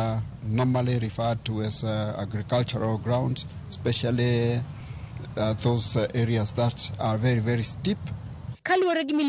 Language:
Luo (Kenya and Tanzania)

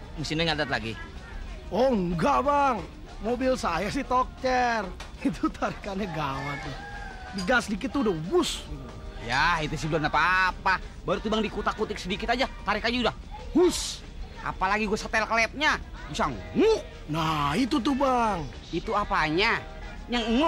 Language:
Betawi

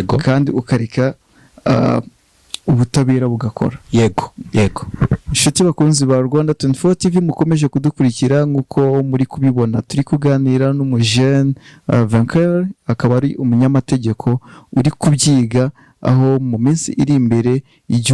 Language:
Kinyarwanda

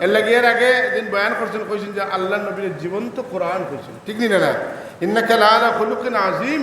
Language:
Sylheti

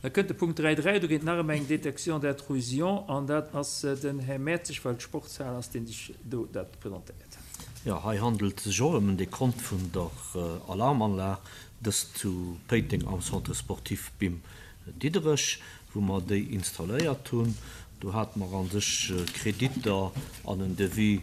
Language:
Luxembourgish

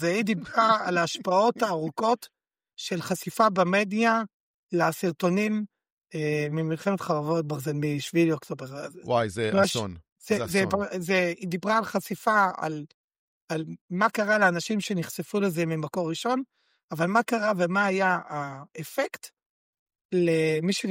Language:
Hebrew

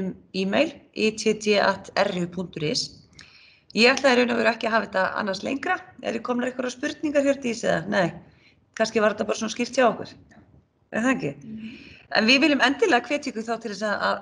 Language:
Icelandic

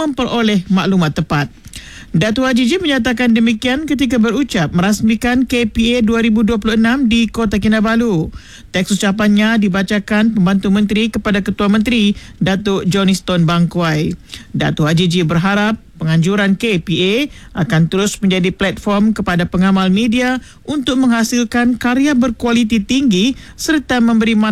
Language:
Malay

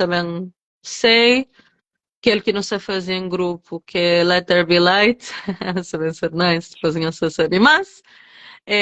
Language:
Kabuverdianu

